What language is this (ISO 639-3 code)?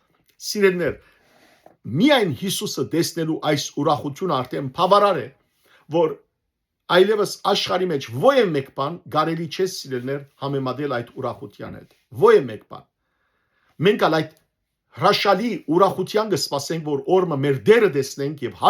hyw